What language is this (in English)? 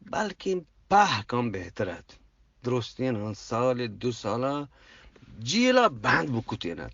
Eastern Balochi